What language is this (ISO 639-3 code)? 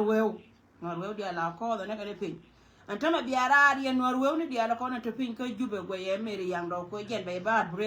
nus